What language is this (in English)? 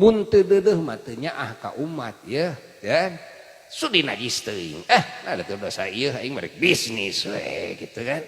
Sundanese